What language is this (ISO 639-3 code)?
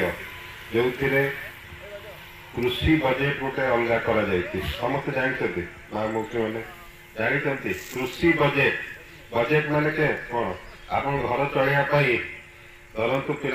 ori